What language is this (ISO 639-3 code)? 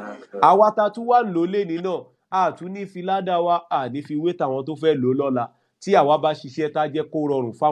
yor